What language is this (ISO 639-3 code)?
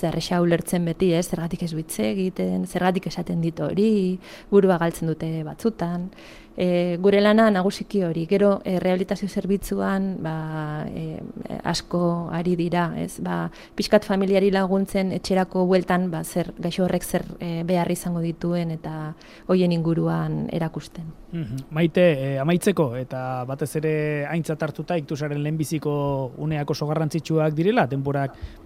eus